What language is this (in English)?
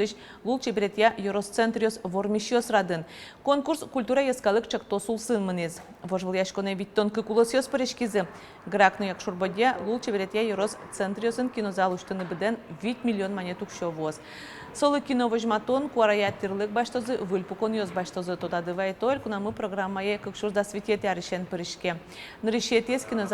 Udmurt